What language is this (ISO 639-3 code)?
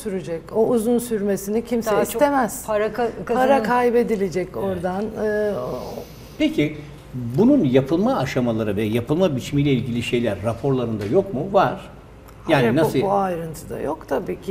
tur